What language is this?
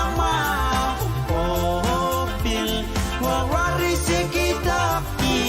Pohnpeian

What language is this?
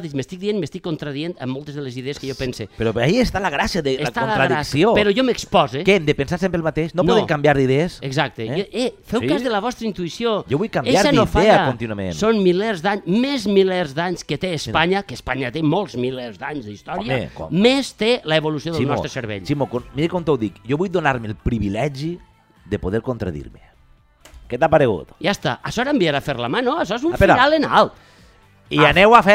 Catalan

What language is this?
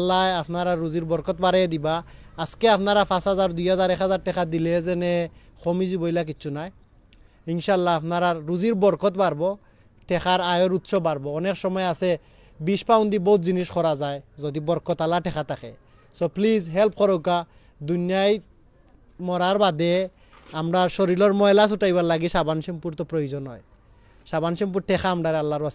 Sylheti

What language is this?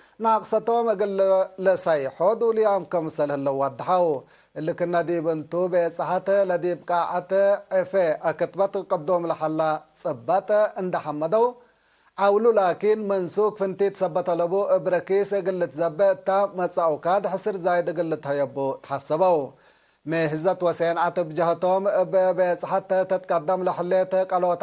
Tigre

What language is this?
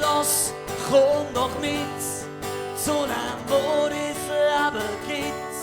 Swiss German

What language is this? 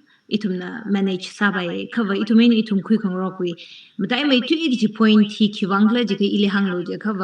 Tangkhul Naga (India)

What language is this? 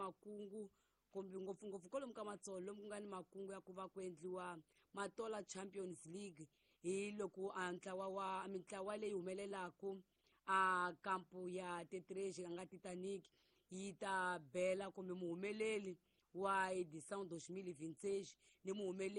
Tsonga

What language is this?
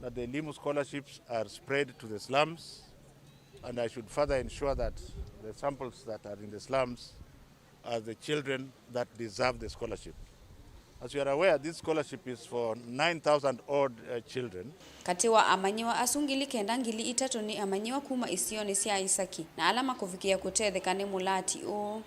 Kamba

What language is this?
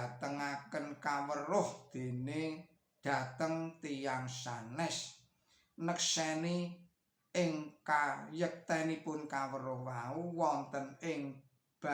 Javanese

